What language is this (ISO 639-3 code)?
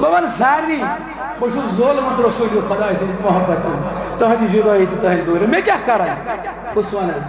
kas